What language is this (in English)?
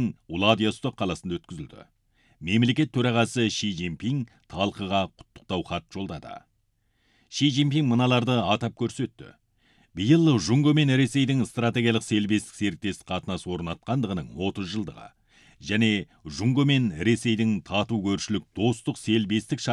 Kazakh